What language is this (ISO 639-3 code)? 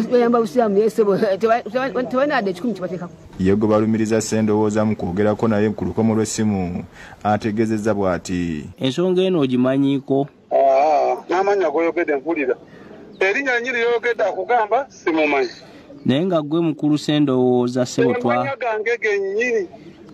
lug